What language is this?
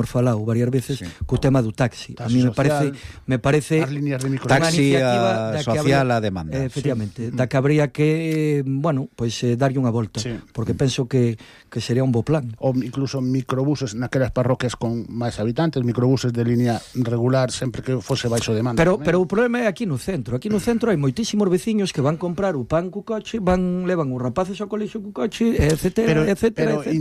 Galician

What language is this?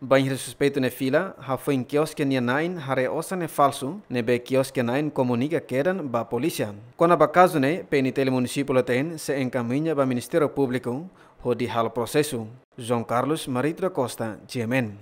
Tetum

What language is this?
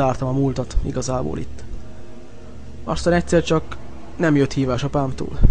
Hungarian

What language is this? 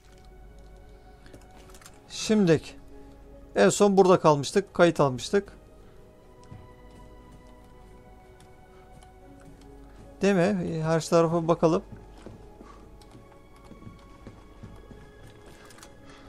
Turkish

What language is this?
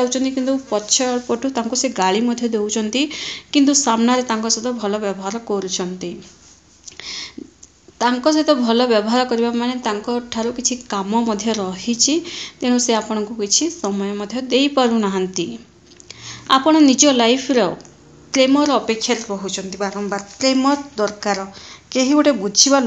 Odia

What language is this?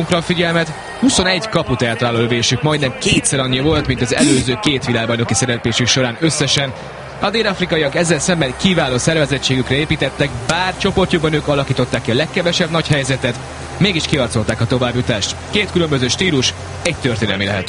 Hungarian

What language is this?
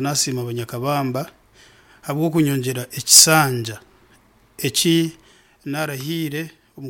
Nyankole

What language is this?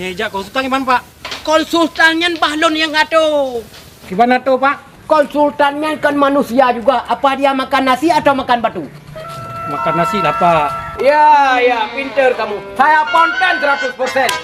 Achinese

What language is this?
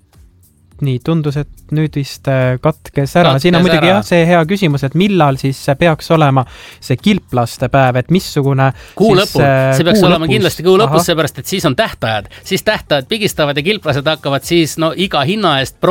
Estonian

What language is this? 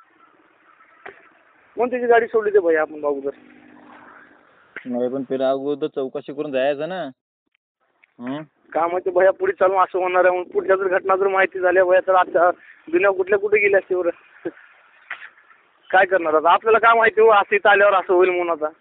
Marathi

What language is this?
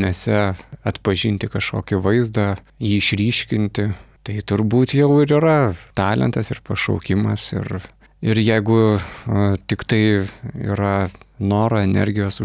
Lithuanian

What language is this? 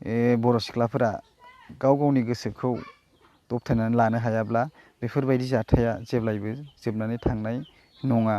Bodo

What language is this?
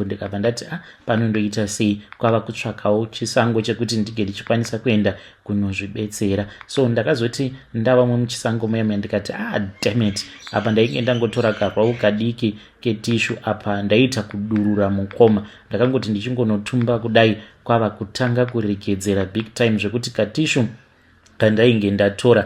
Shona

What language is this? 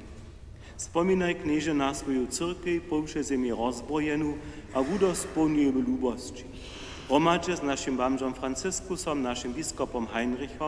Upper Sorbian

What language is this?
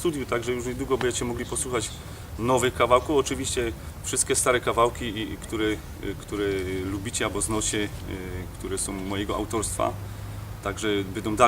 Silesian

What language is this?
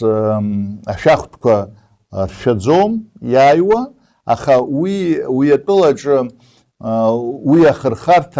Abkhazian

